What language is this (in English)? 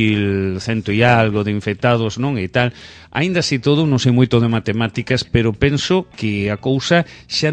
Galician